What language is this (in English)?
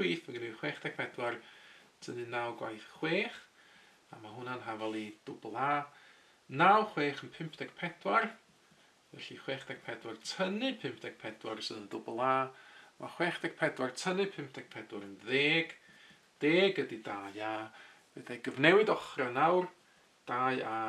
Welsh